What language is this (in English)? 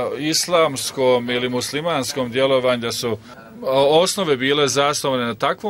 Bosnian